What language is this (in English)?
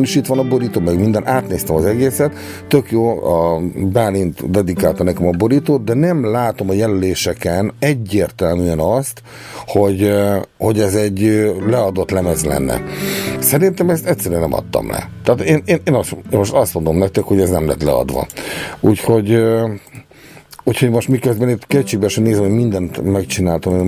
Hungarian